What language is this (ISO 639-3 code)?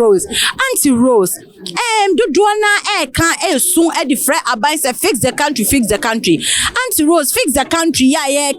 aka